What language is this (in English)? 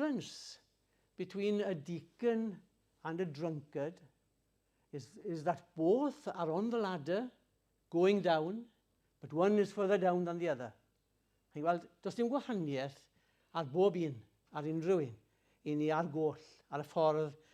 Welsh